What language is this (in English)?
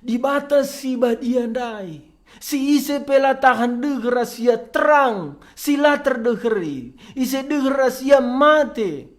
Batak Karo